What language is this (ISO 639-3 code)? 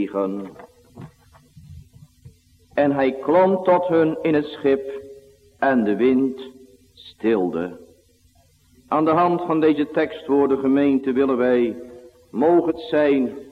nld